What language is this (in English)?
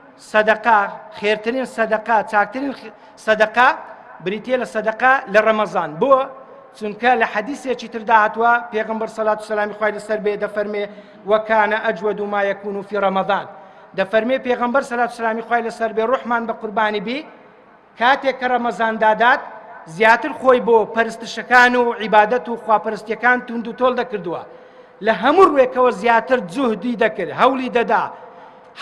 Central Kurdish